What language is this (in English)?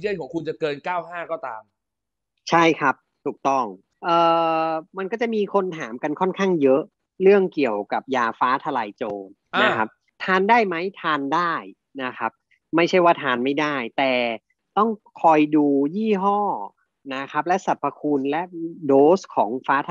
Thai